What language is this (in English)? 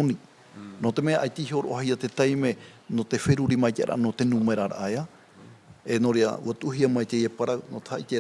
Tahitian